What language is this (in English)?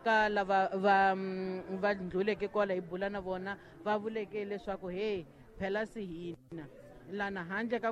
Tsonga